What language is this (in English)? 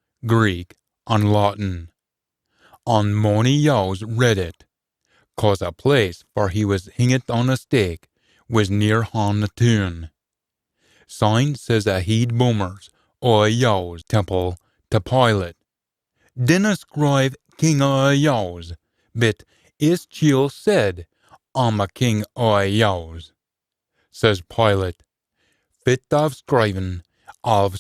Scots